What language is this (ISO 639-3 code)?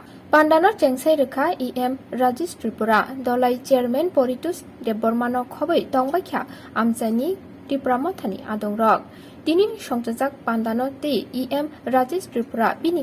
trp